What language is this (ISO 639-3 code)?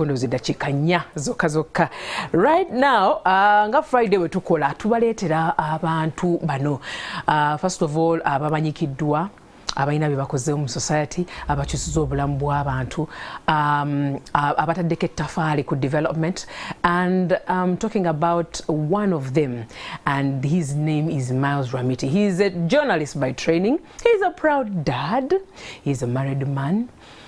lug